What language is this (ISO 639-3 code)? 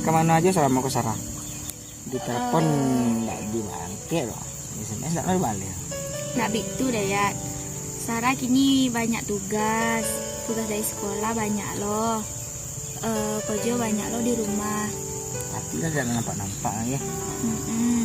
min